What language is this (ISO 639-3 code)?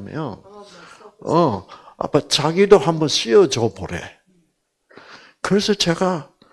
kor